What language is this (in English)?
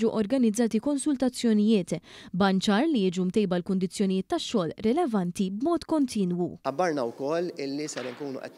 Maltese